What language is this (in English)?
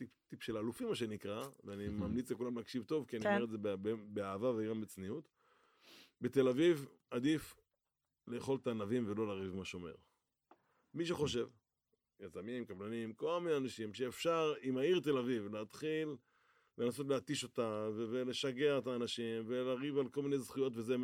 Hebrew